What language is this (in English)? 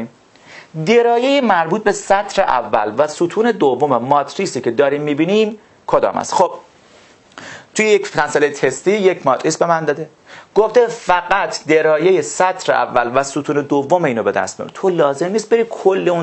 Persian